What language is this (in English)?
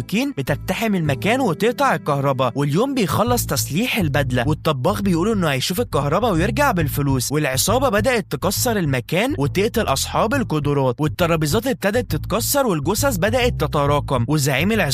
Egyptian Arabic